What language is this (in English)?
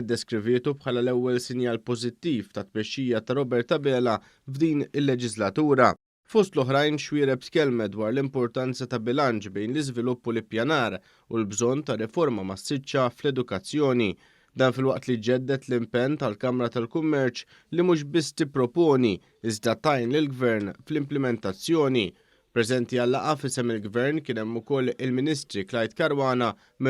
Maltese